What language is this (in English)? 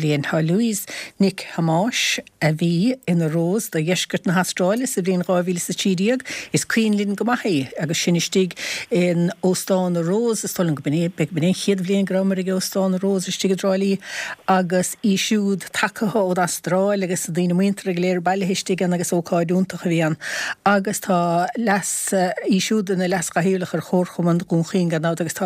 Irish